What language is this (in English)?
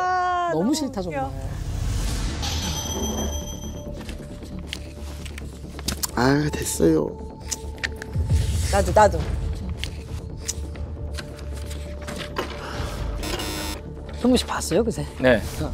Korean